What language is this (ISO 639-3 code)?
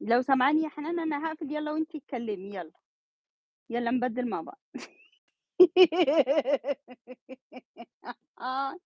arz